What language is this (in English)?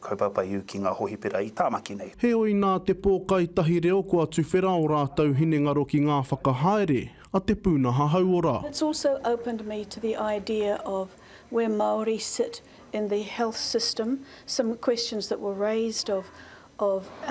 Māori